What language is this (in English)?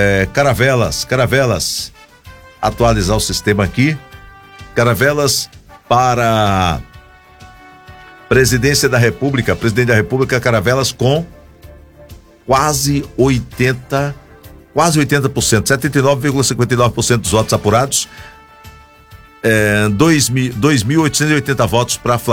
Portuguese